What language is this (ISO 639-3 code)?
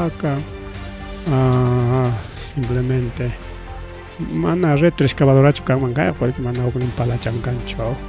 quy